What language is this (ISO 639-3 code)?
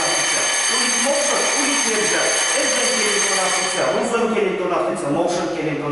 myv